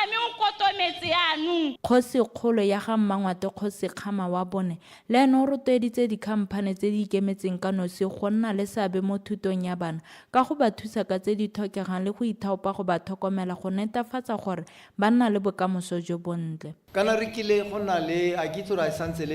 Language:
Tswana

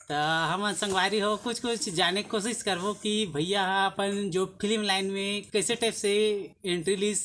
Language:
Chhattisgarhi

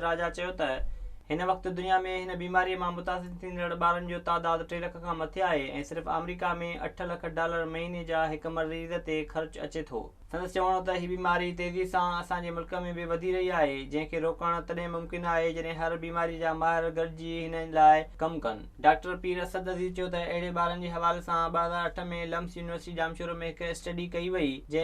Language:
Sindhi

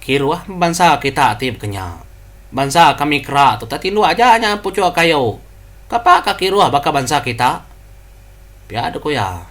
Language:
Iban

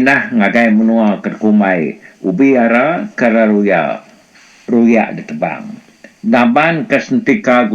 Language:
Iban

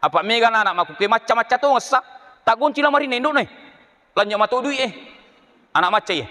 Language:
Buginese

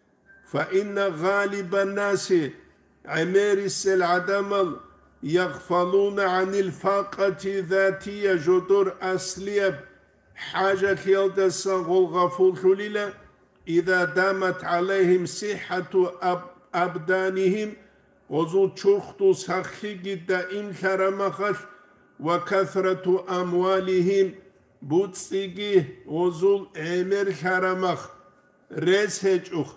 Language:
Avaric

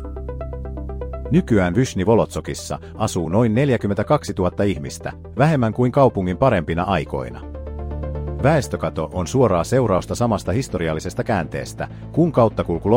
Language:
Finnish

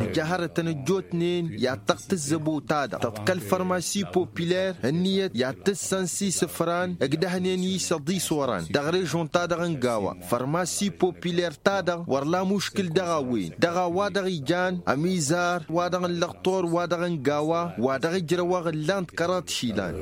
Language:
Tamasheq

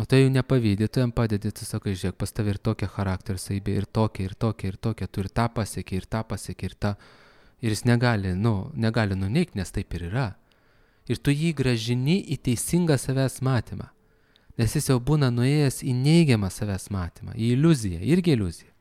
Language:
Lithuanian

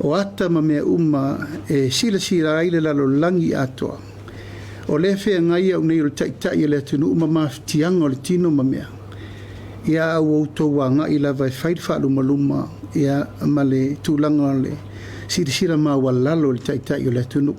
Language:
Samoan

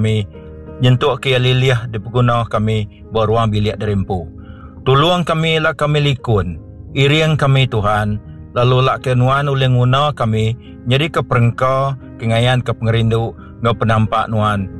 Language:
Iban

